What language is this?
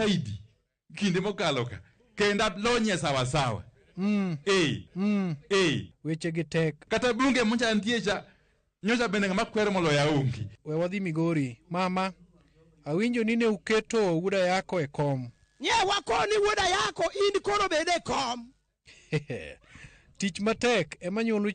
Luo (Kenya and Tanzania)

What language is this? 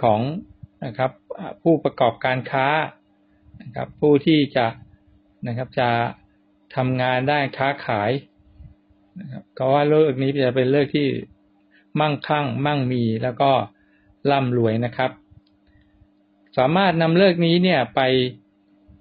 Thai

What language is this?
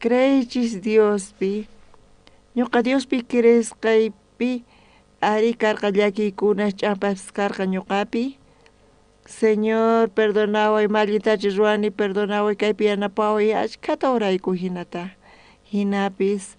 South Bolivian Quechua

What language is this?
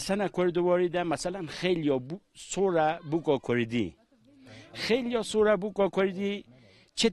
Kurdish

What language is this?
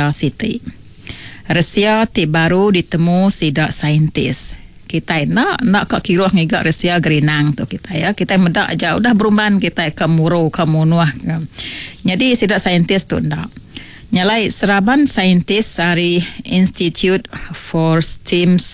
Iban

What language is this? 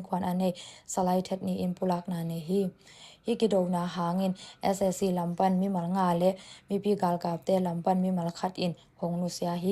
Tedim Chin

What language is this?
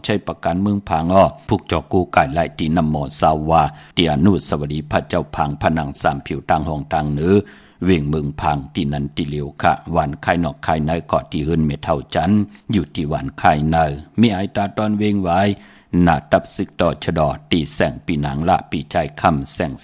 Shan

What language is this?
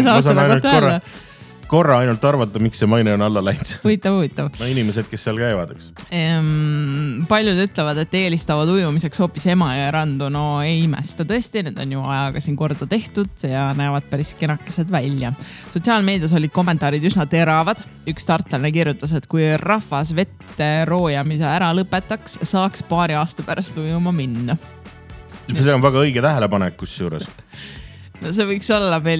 Estonian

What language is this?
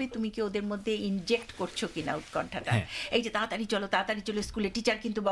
Bangla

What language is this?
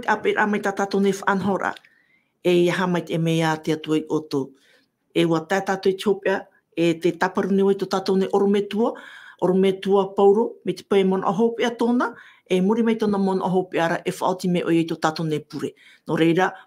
Tahitian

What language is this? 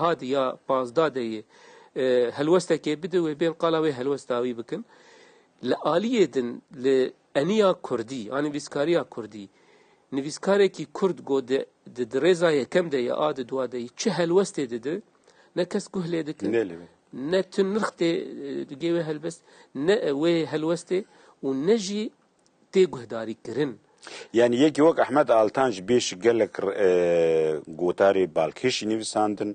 Kurdish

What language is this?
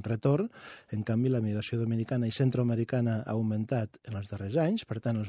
Catalan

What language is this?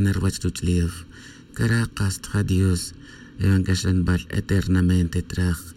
Tz'utujil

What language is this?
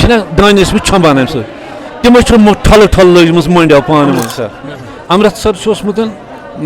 Kashmiri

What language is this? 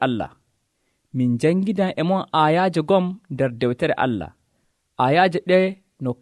Nigerian Fulfulde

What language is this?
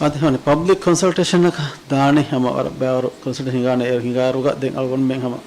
Divehi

